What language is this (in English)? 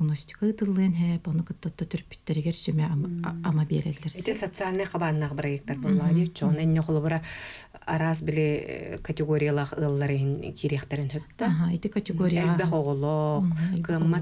Yakut